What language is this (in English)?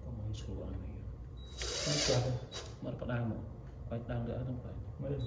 Central Mnong